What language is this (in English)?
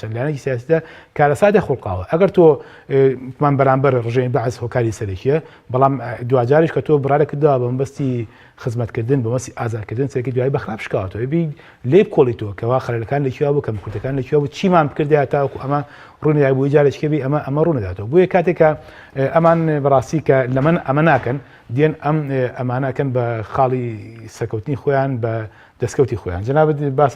Central Kurdish